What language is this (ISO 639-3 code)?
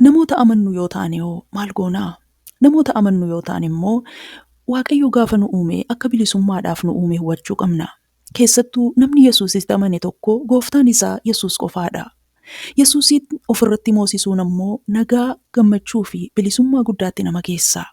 orm